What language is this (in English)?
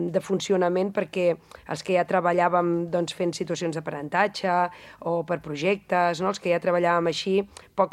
Catalan